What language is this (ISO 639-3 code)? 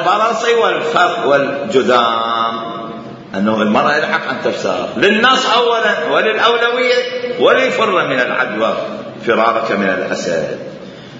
acm